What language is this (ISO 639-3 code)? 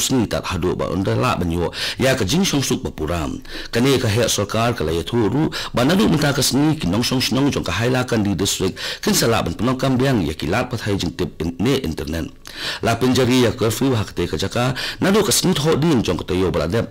kha